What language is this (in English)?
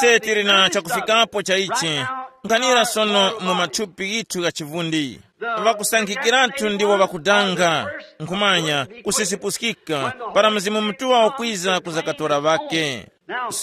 Tumbuka